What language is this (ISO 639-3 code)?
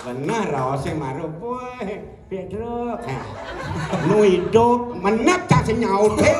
ban